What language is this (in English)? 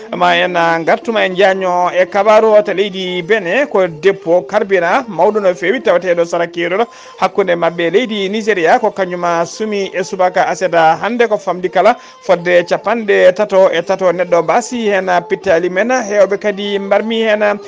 Fula